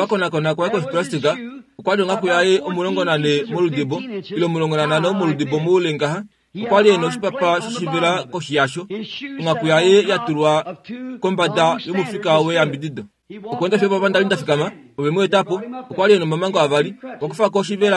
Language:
Kuanyama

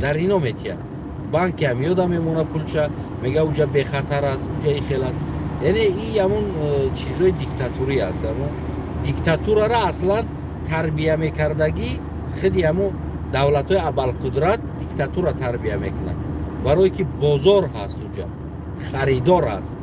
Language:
Tajik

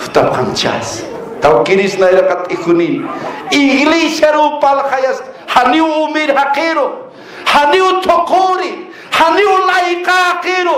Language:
Aymara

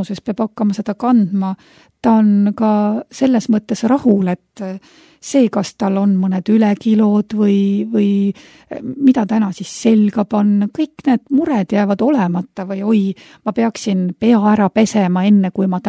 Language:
Estonian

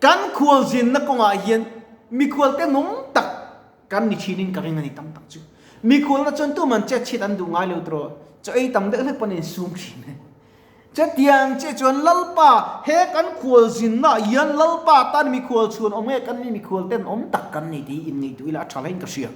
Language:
Mizo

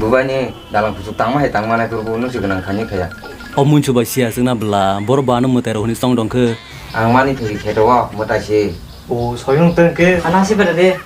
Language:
Kok Borok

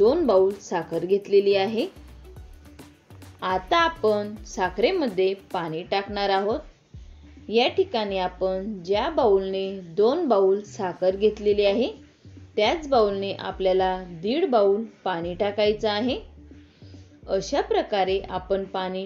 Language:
Marathi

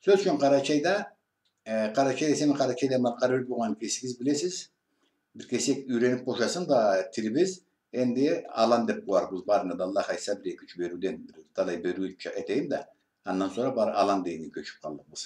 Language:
Karachay-Balkar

